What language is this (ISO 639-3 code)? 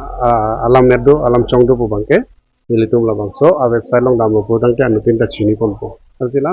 mjw